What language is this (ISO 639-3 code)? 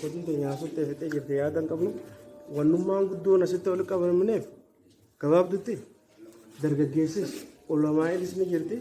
orm